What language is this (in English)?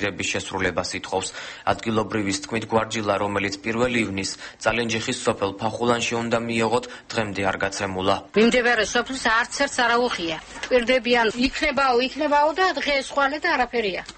Georgian